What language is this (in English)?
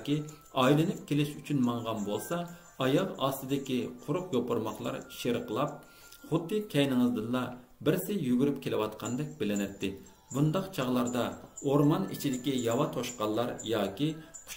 Uyghur